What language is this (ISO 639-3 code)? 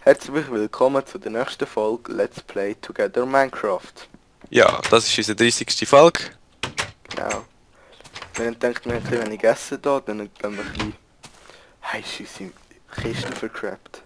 gsw